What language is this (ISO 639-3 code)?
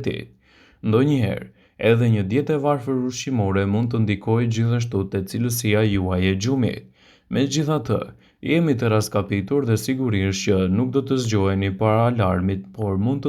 sqi